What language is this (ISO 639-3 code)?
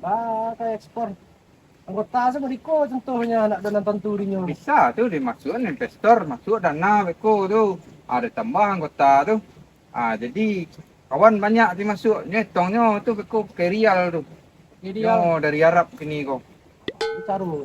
min